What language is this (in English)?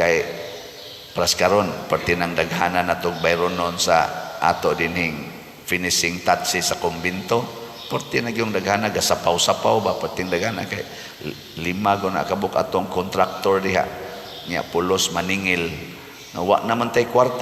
Cebuano